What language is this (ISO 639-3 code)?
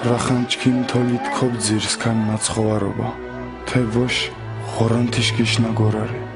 xmf